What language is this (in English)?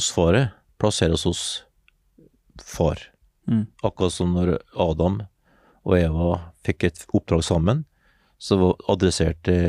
Norwegian